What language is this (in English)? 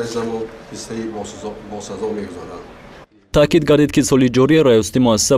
Tajik